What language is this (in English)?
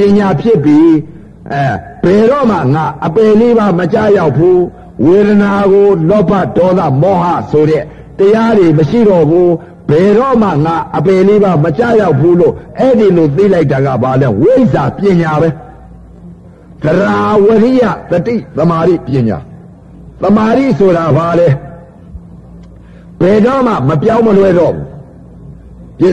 Burmese